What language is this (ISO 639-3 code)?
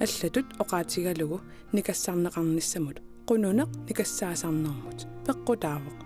kal